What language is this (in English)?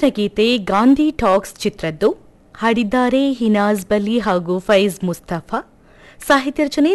Kannada